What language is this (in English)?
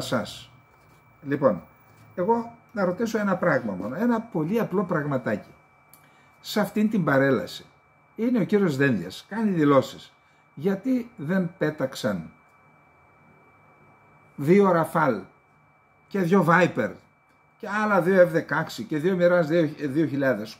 Greek